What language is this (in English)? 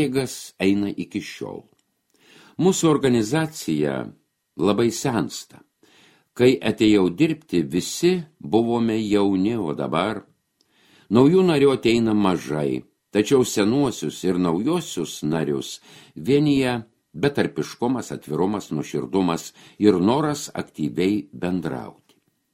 Lithuanian